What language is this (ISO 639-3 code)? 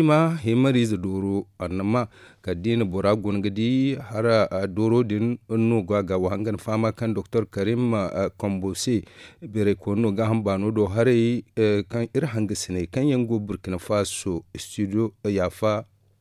dje